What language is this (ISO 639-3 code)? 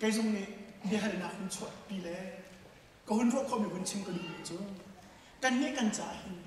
cnh